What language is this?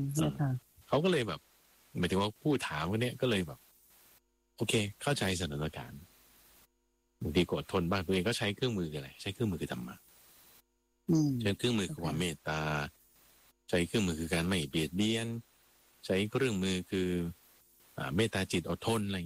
Thai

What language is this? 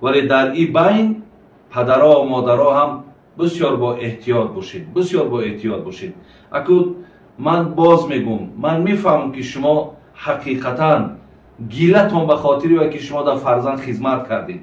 Tajik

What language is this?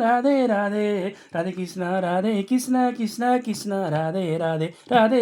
Nepali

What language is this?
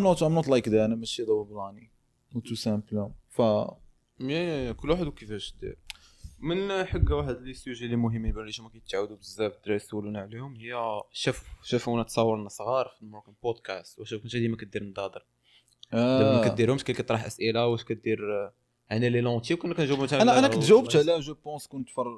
Moroccan Arabic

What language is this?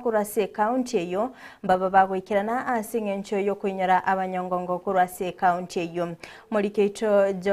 Gusii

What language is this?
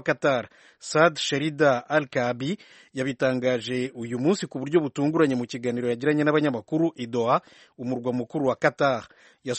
Kinyarwanda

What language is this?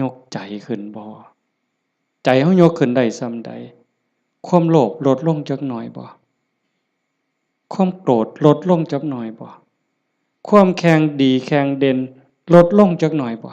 Northeastern Thai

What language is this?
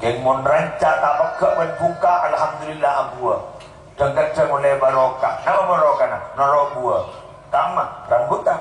Madurese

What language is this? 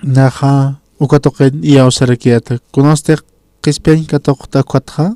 Aymara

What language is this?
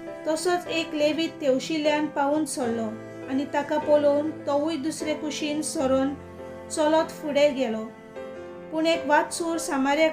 Konkani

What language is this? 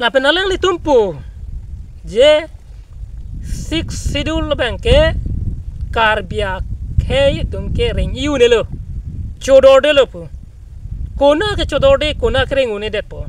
Karbi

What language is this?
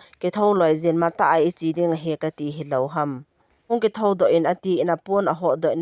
Thado Chin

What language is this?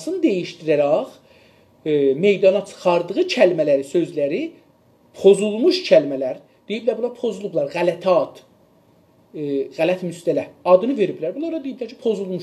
South Azerbaijani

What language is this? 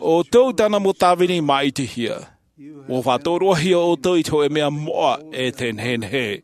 Tahitian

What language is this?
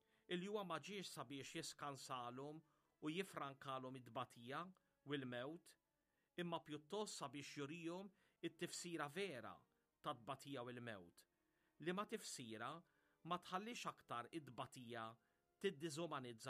Maltese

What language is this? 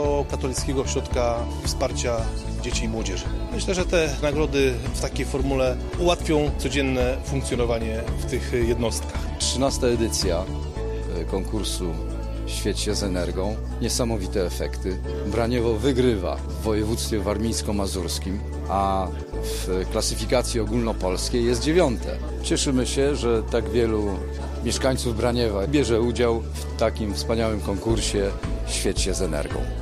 Polish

